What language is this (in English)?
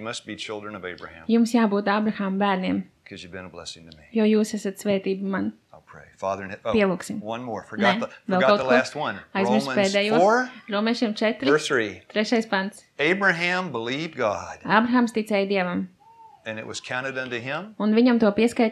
Latvian